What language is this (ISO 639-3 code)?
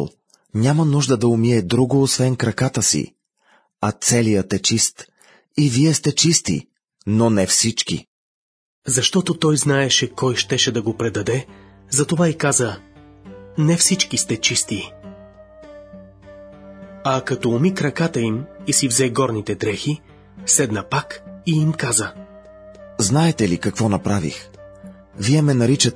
bul